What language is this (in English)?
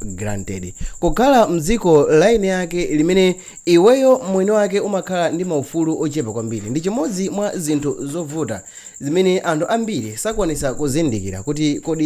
Nyanja